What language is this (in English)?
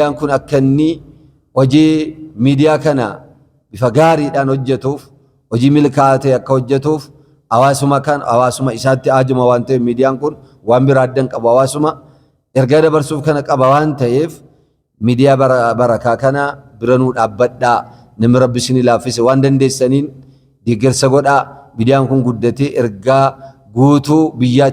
Oromo